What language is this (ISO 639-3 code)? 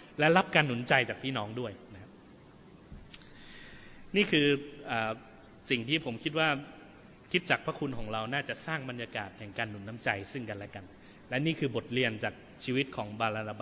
tha